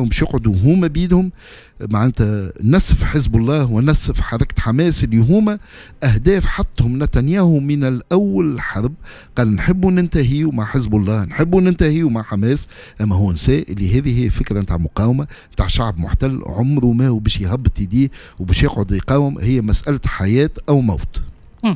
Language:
Tunisian Arabic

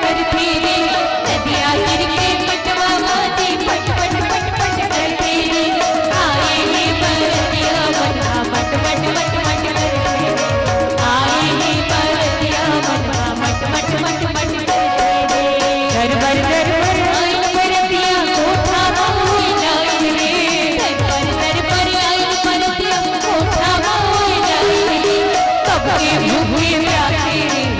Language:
Chhattisgarhi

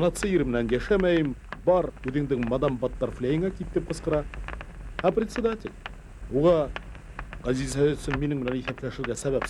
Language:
Bashkir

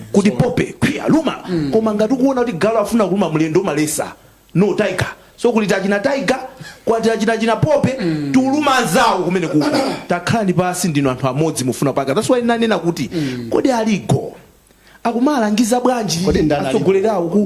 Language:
Nyanja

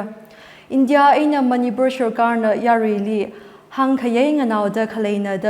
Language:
Tangkhul Naga (India)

